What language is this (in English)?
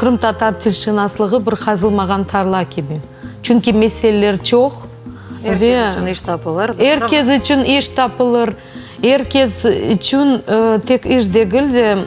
Crimean Tatar